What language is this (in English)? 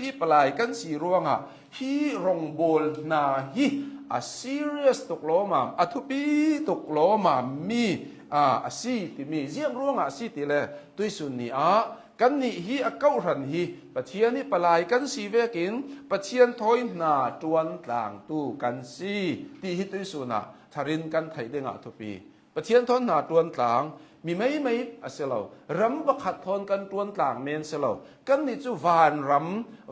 Hakha Chin